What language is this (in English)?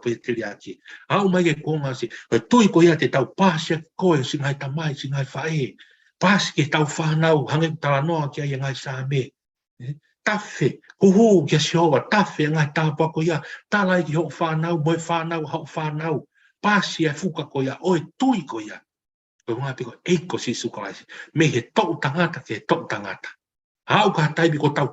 Tongan